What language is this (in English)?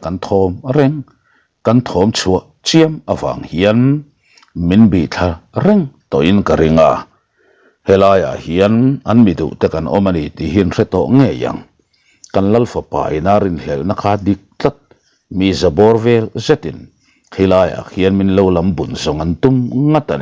Mizo